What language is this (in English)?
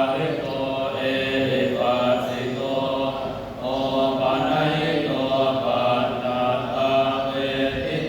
Pali